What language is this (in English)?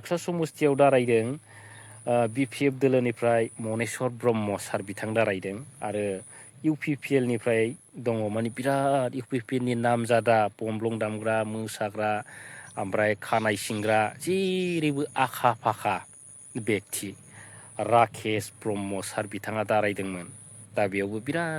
Bodo